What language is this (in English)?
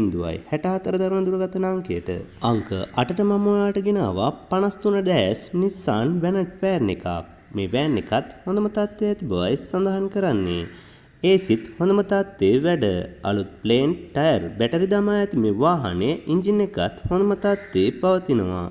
Sinhala